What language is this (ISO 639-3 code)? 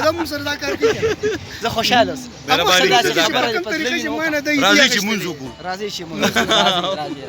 pus